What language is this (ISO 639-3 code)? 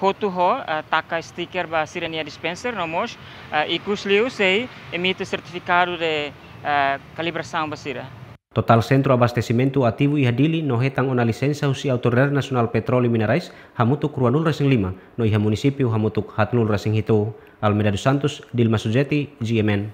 tet